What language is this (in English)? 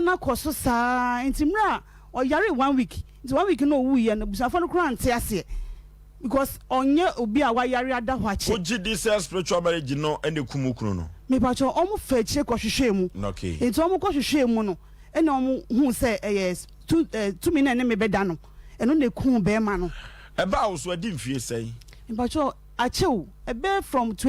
Akan